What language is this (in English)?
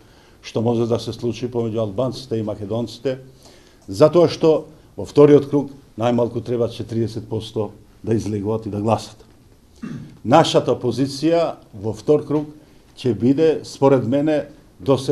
Macedonian